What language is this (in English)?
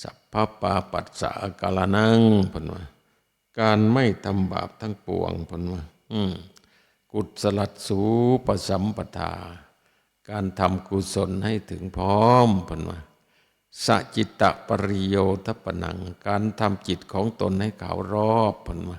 Northeastern Thai